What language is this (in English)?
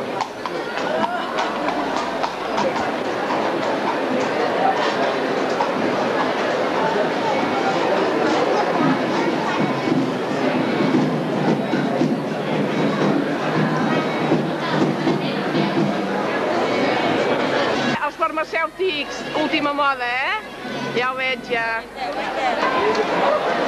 Catalan